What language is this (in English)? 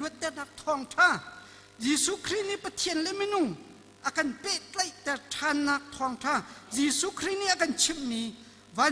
Hakha Chin